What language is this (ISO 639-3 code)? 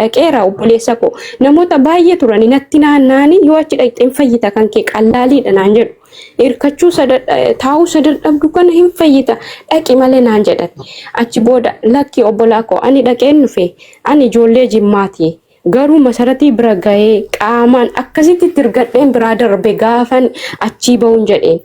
orm